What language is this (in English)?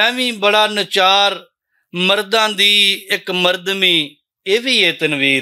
Western Panjabi